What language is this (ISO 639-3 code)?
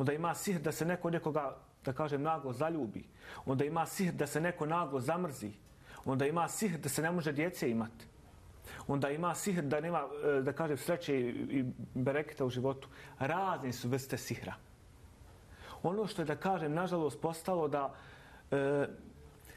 bos